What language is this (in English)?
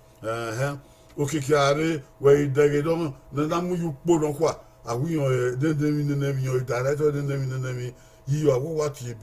Bini